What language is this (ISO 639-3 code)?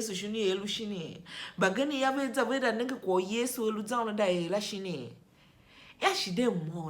tiv